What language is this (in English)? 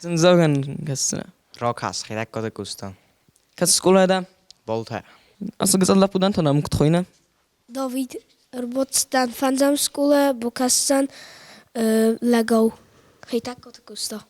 Ossetic